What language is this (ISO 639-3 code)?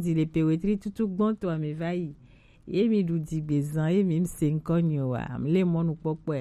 gej